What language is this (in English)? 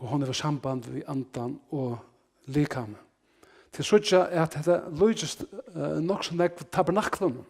Faroese